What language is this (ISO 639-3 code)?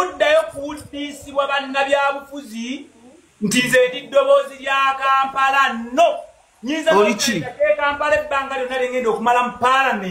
lug